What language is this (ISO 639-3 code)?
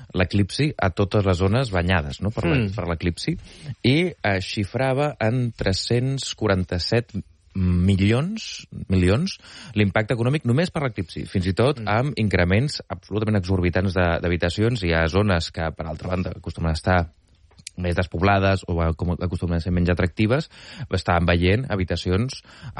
cat